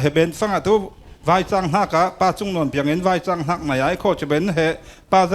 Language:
Falam Chin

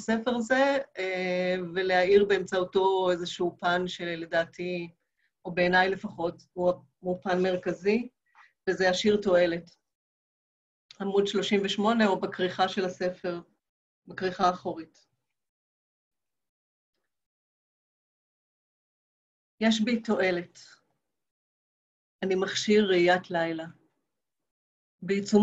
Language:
Hebrew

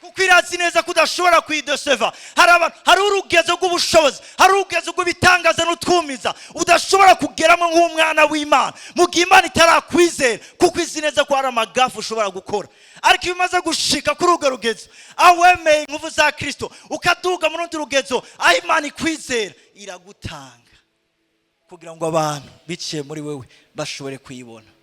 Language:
Rundi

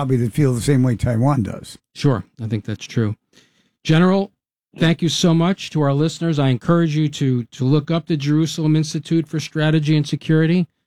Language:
English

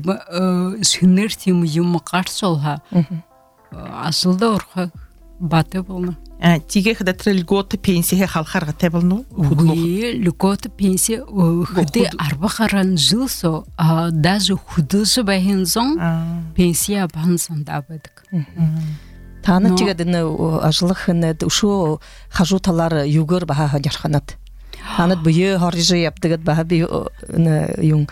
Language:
Buriat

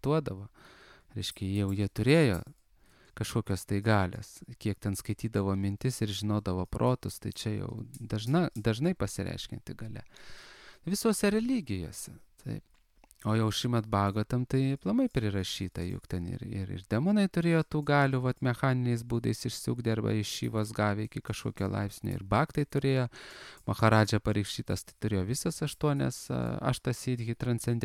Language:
Lithuanian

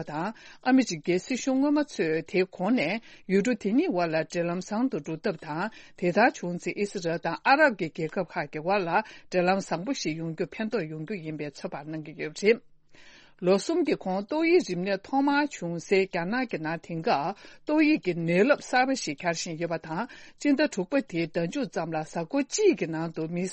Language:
Tibetan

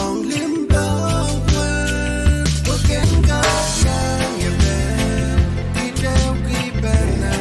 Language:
Pohnpeian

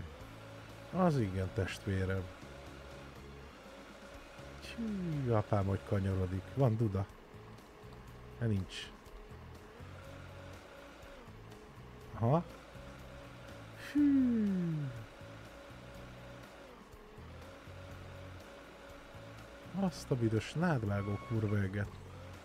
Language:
Hungarian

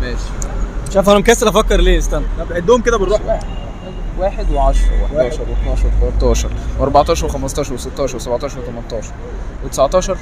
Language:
Egyptian Arabic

